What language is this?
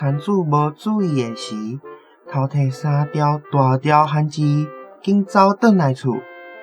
Min Nan Chinese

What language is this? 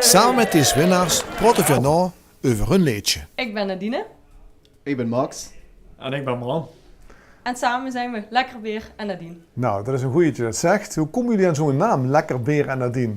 Limburgish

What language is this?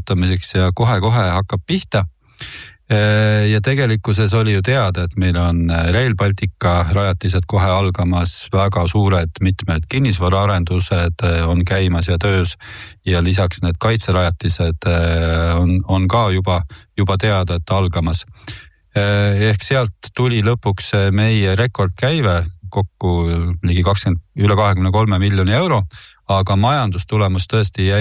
Estonian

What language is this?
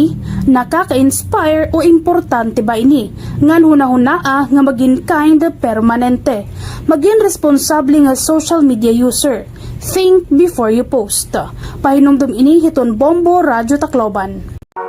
Waray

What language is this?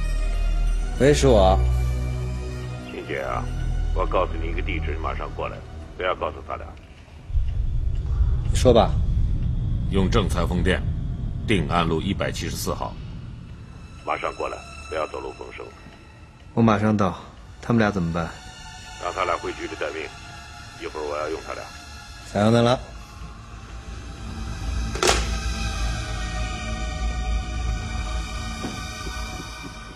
Chinese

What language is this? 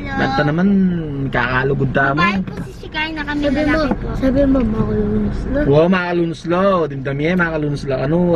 Pampanga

